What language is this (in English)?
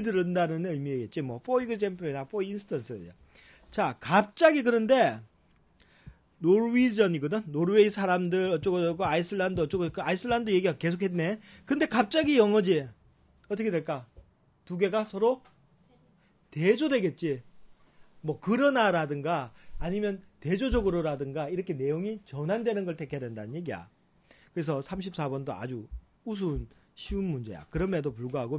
Korean